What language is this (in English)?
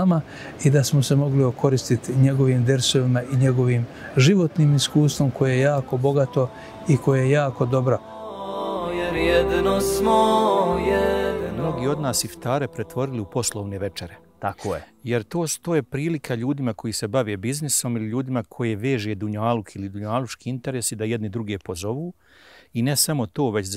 Bosnian